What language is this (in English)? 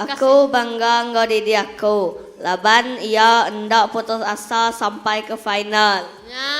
Iban